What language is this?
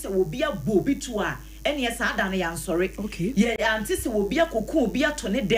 Akan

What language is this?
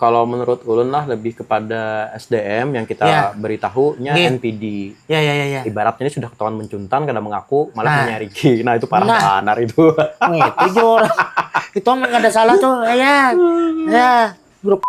Banjar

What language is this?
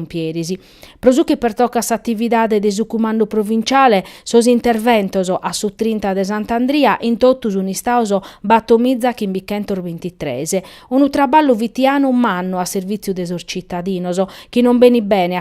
Sardinian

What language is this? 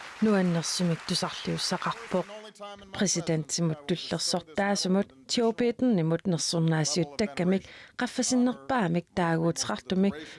Kalaallisut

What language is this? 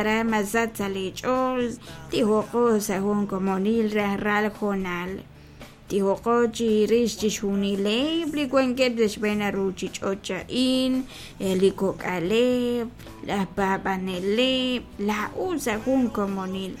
Kekchí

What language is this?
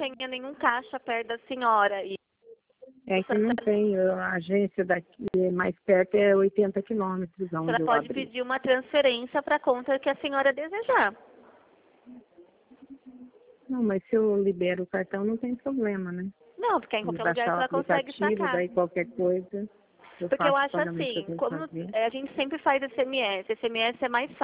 Portuguese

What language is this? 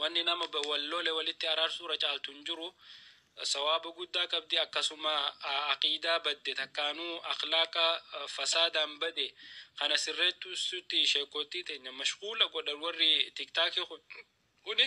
Oromo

